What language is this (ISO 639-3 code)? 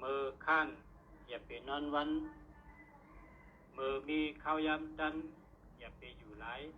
shn